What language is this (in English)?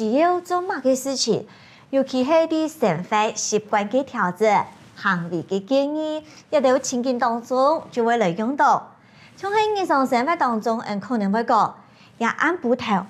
Hakka Chinese